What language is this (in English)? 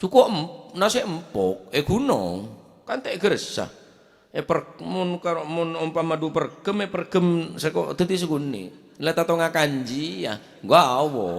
Madurese